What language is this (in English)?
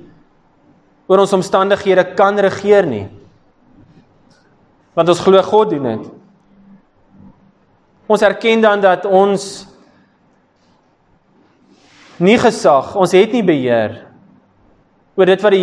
Afrikaans